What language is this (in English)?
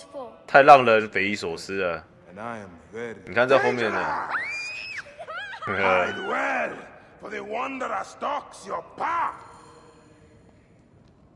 Chinese